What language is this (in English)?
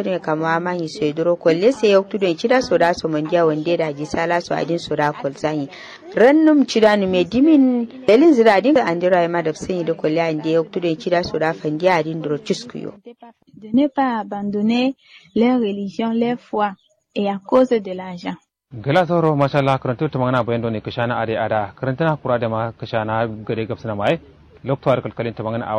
Kanuri